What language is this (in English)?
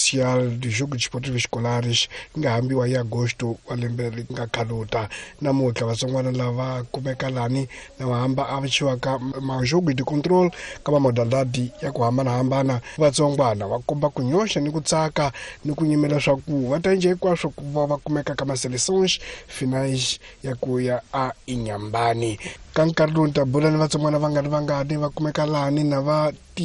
Tsonga